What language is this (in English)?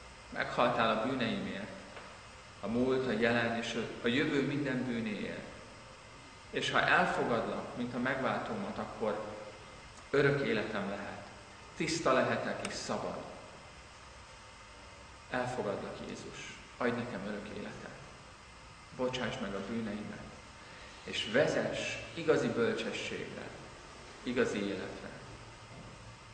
Hungarian